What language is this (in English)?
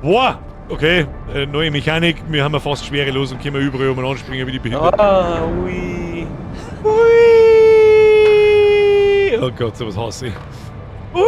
Bavarian